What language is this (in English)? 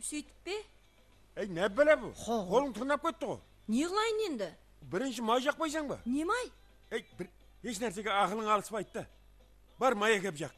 Kara-Kalpak